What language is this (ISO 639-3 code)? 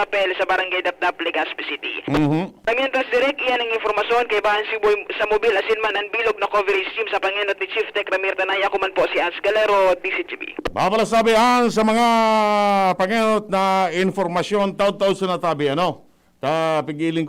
bik